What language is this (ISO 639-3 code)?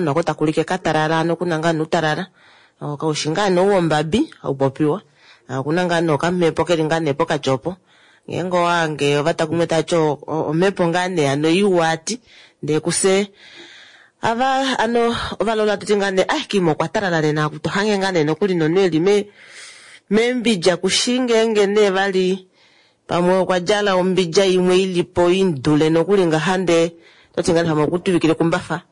kua